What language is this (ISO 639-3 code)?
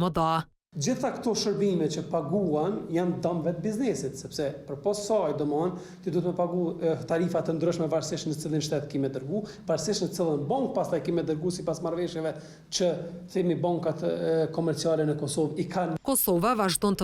sqi